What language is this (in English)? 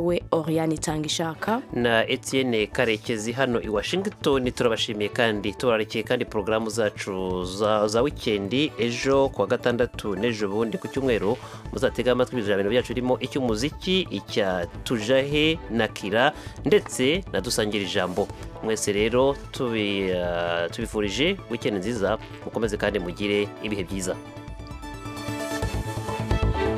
Kinyarwanda